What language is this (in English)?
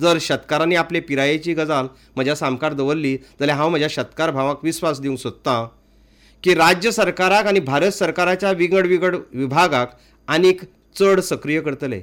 Konkani